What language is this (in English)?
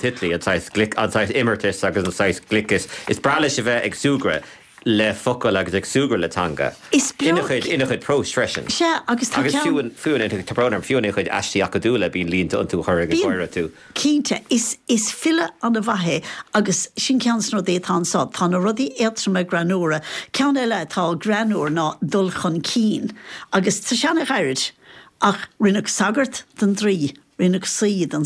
Irish